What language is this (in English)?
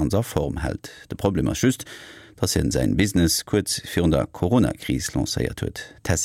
Luxembourgish